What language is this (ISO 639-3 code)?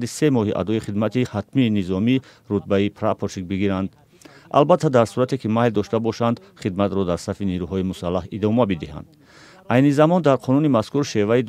tgk